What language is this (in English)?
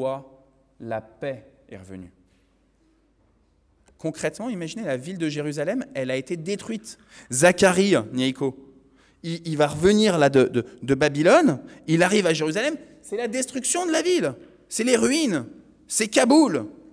French